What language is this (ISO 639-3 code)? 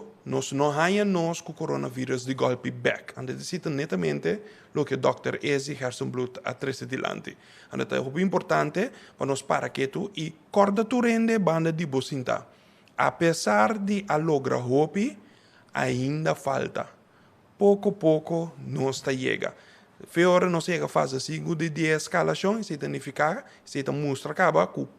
pap